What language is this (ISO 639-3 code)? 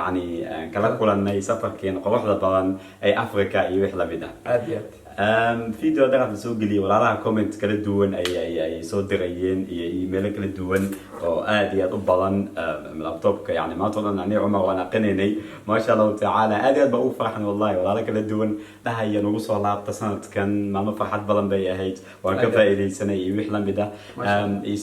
som